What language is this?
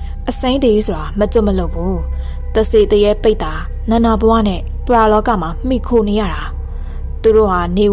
Burmese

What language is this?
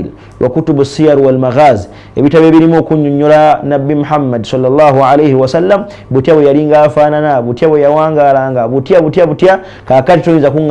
Ganda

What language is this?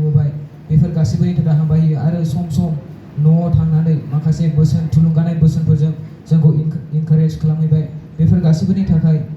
Bodo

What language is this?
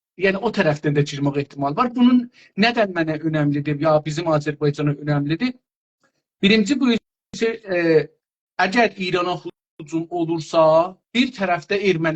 South Azerbaijani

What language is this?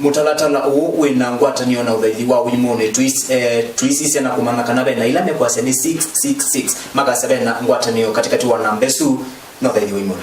Kamba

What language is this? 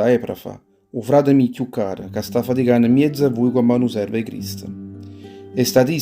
Neapolitan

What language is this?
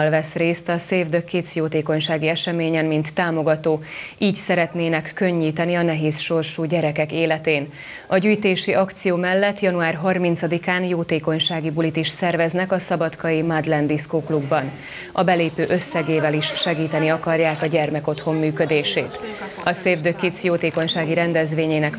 Hungarian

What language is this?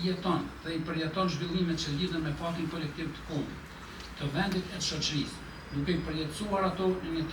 Albanian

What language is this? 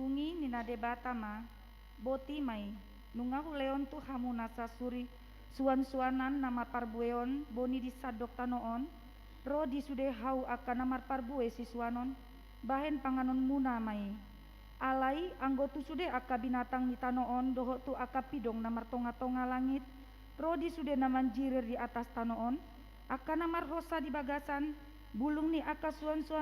Batak Toba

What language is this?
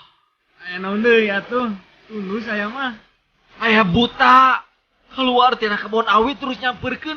Sundanese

